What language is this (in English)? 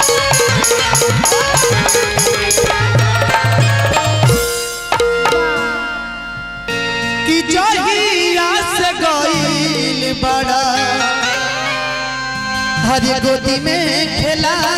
Bhojpuri